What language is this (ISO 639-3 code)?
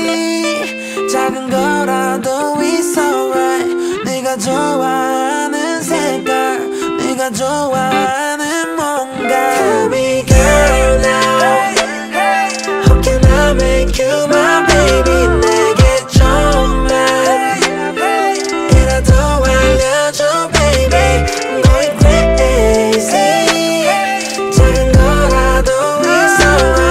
kor